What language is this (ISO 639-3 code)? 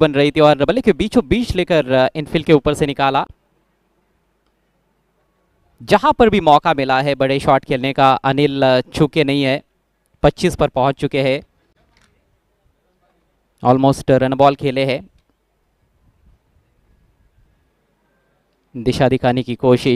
hin